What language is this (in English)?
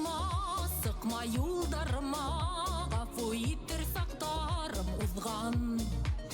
Bashkir